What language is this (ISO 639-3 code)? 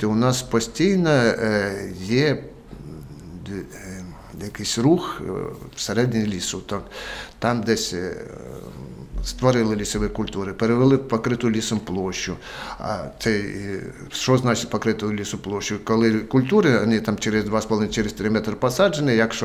ukr